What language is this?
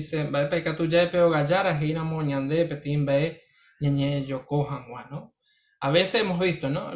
Guarani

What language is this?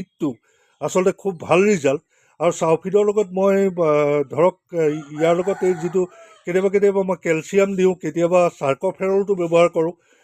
Assamese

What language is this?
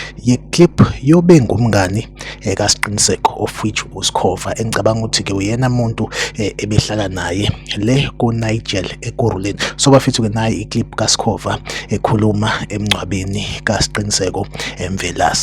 Zulu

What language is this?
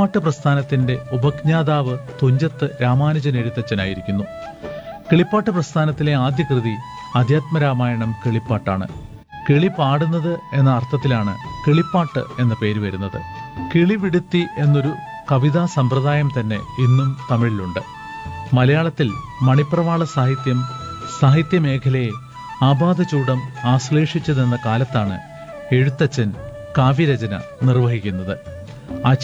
Malayalam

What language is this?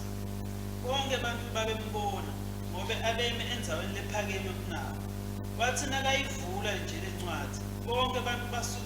Swati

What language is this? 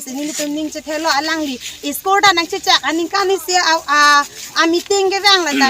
Karbi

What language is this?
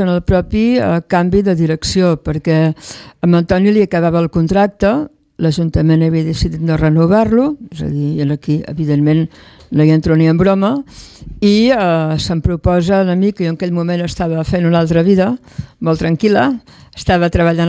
Catalan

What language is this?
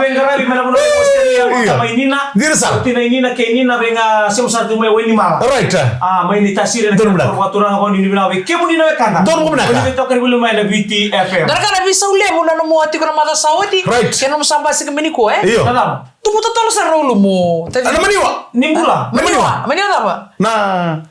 Fijian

